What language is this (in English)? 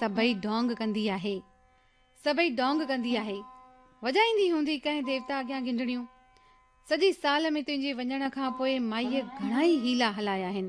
Sindhi